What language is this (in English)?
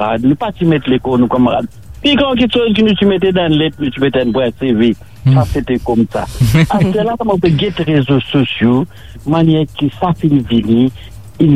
Morisyen